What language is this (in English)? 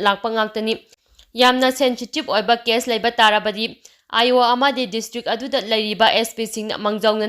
Manipuri